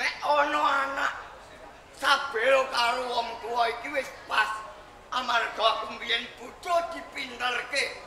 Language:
Javanese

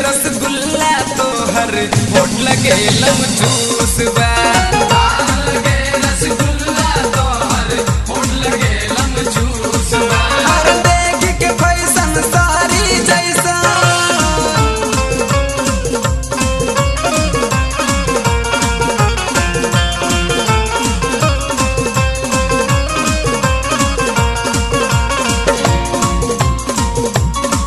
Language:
Bhojpuri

